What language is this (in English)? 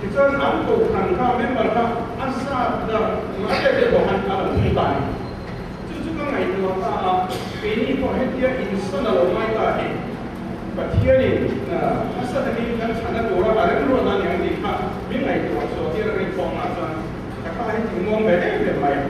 Mizo